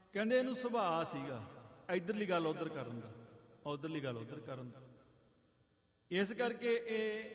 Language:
Punjabi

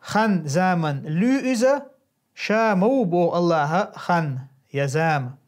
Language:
Chechen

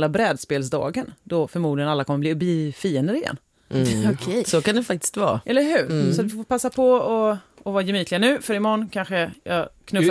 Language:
Swedish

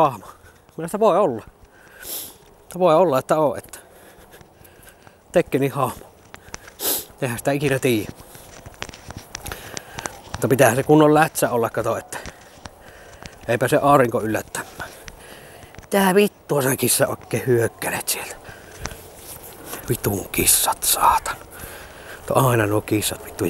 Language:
Finnish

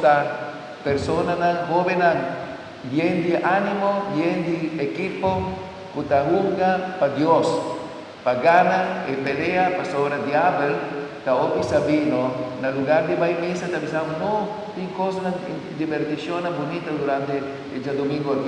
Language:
Papiamento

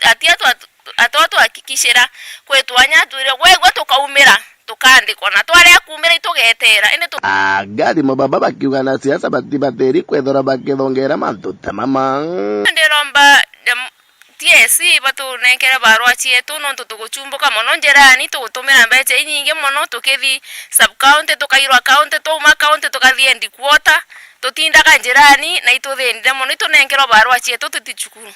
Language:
Meru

